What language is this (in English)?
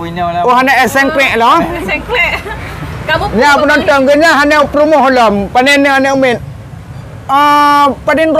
Achinese